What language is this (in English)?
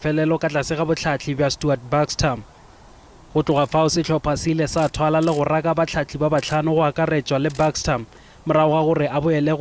Northern Sotho